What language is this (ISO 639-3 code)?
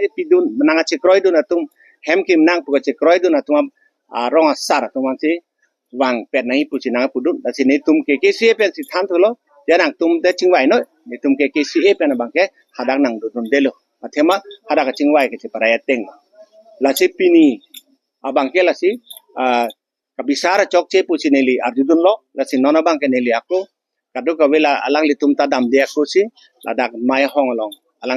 mjw